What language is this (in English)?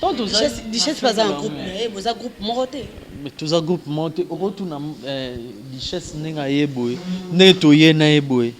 Lingala